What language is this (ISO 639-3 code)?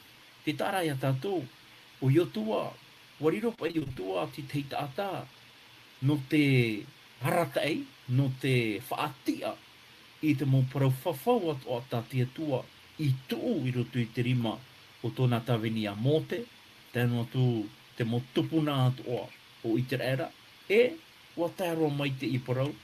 tah